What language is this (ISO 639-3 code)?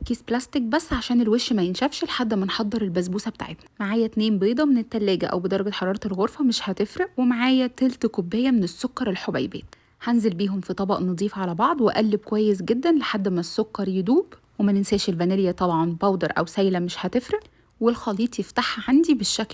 arz